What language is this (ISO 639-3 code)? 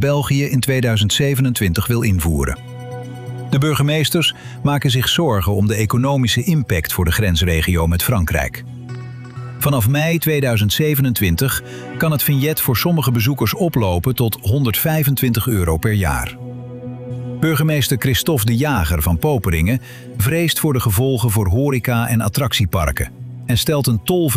nld